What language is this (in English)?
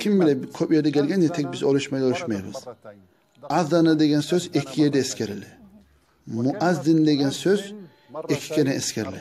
Kumyk